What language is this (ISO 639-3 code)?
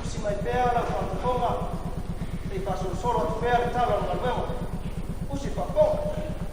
smo